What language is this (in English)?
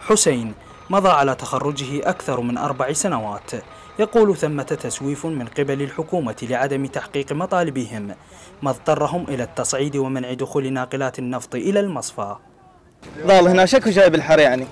Mesopotamian Arabic